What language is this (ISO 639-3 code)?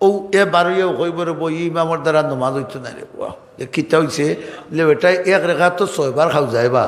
syl